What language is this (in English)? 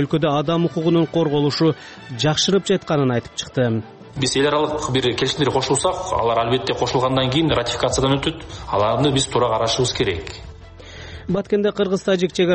Kyrgyz